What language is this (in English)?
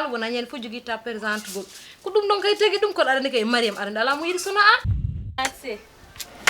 Fula